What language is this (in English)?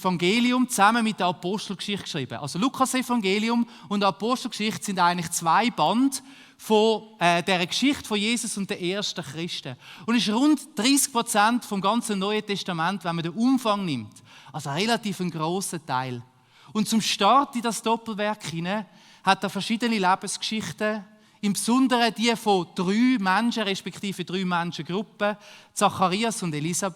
Swiss German